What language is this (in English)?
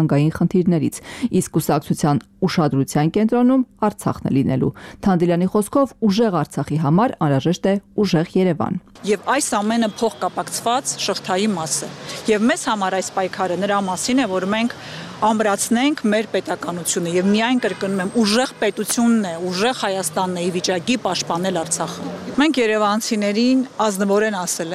Armenian